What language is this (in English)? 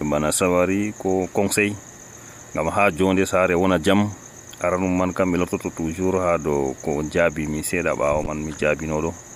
Nigerian Fulfulde